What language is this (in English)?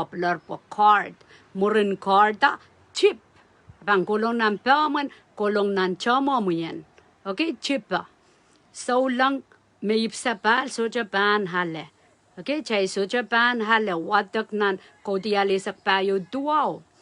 Pohnpeian